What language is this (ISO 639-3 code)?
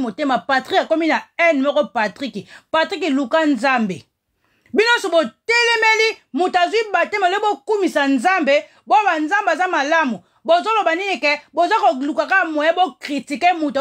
lin